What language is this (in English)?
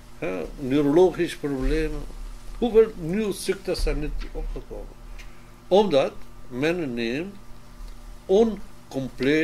Dutch